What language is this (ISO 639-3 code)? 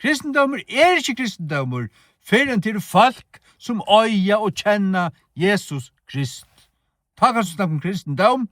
fao